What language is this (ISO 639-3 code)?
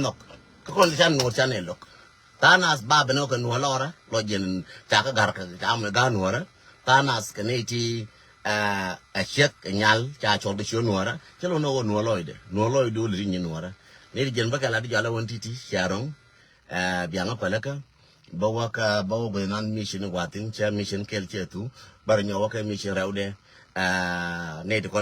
nus